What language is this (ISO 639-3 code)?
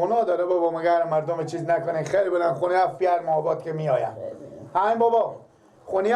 fas